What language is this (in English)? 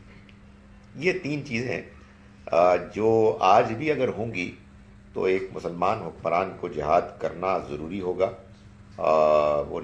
Urdu